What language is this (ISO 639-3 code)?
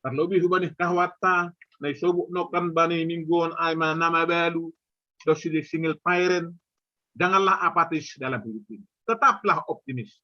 bts